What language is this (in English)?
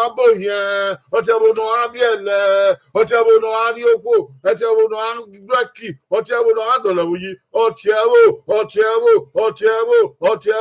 Bini